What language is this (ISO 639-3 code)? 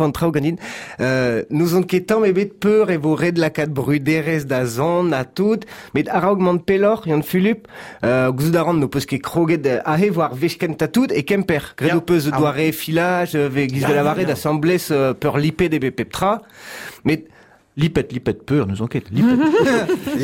bre